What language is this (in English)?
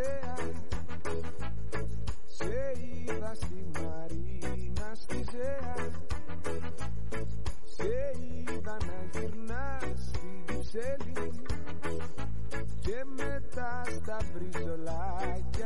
Greek